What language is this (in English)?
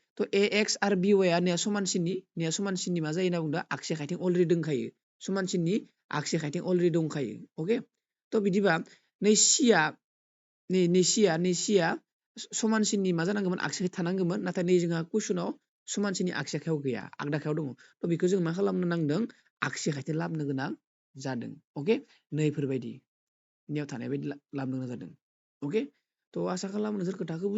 Bodo